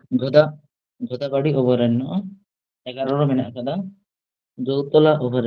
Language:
Santali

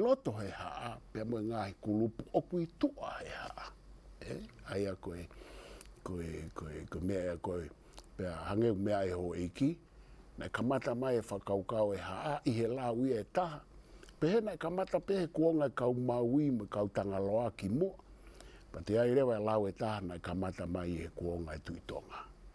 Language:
Tongan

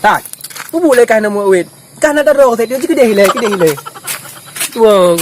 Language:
Achinese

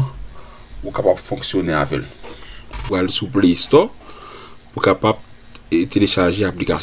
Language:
Haitian Creole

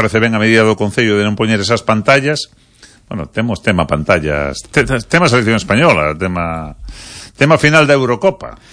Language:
Galician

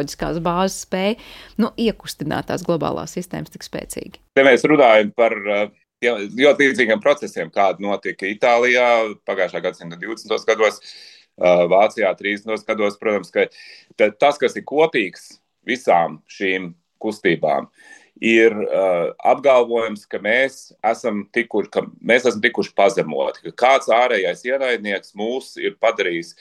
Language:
Latvian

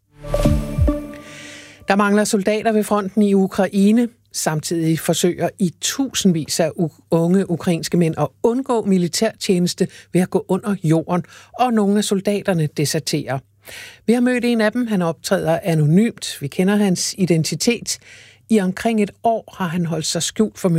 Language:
Danish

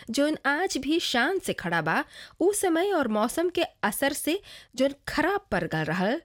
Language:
Bhojpuri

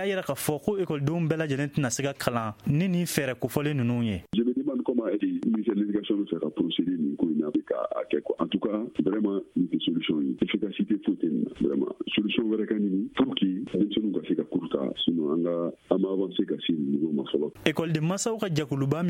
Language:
Bambara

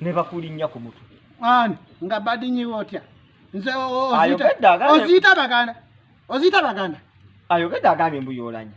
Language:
Ganda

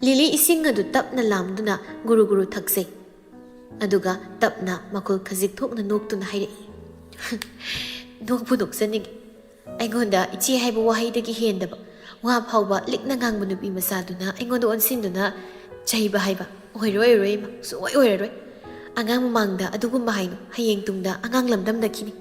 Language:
Manipuri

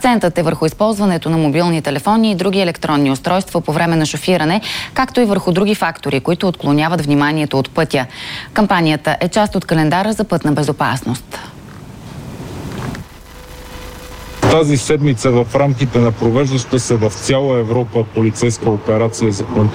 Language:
Bulgarian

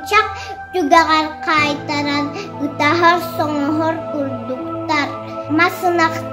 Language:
Yakut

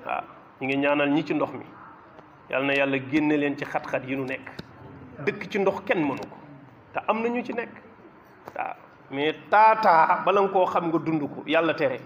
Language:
Wolof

